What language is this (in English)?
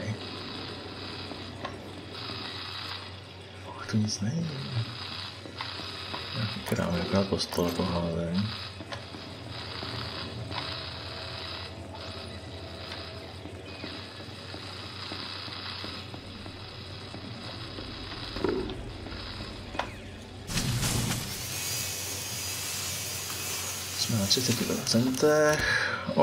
Czech